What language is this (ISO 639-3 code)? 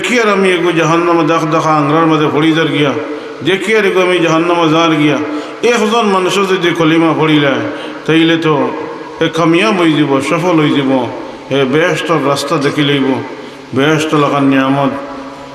syl